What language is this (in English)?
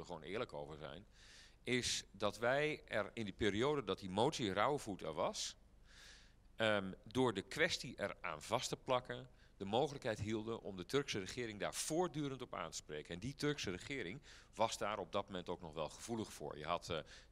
Dutch